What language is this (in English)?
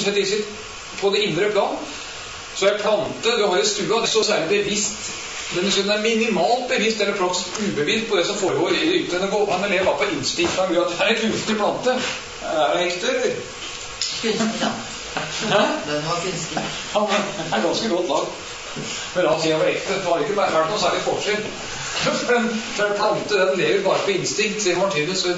Norwegian